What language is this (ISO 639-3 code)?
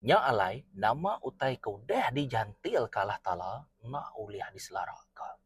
iba